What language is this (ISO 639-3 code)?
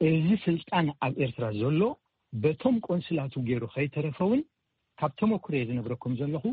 tir